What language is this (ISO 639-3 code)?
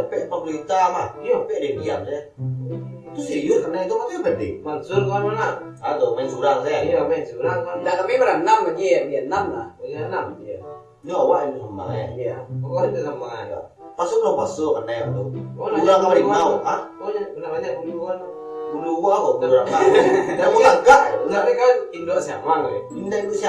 min